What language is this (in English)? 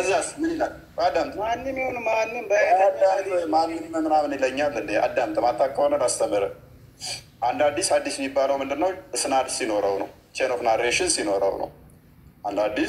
Amharic